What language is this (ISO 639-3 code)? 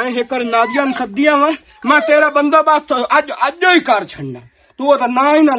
lah